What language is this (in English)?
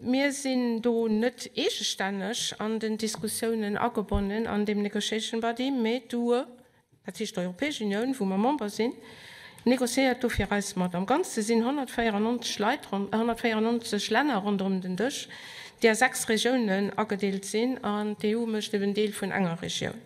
Luxembourgish